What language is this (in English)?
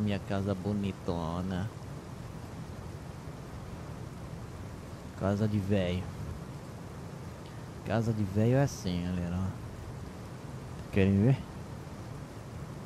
Portuguese